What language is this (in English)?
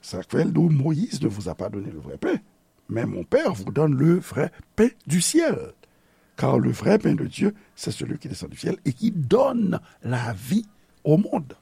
Haitian Creole